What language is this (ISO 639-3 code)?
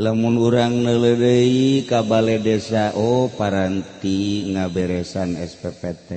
sun